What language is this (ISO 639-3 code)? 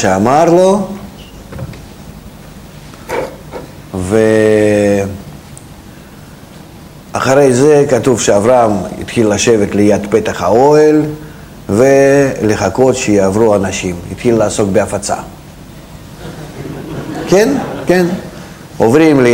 heb